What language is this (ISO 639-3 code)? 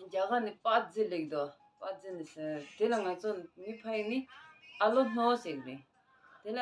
bod